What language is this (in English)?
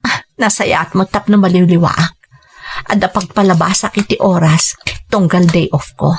Iloko